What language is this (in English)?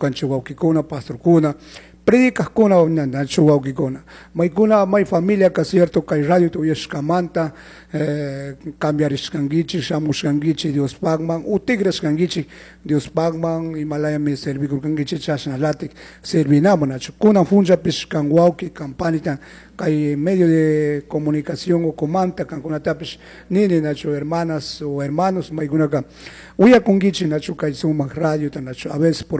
Chimborazo Highland Quichua